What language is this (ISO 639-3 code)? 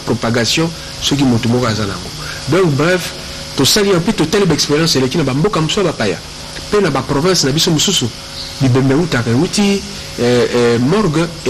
lin